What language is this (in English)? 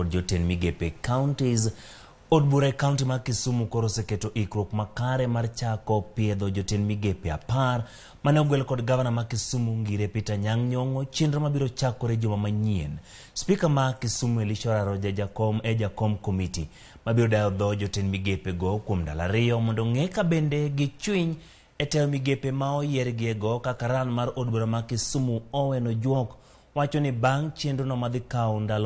Luo (Kenya and Tanzania)